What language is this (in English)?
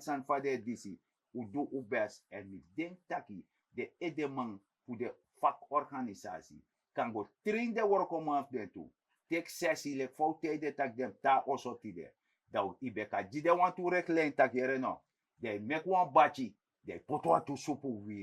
Sranan Tongo